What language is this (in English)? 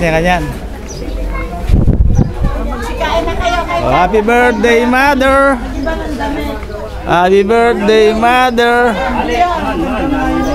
Filipino